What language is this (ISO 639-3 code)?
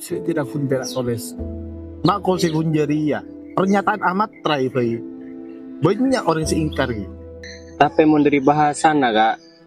mad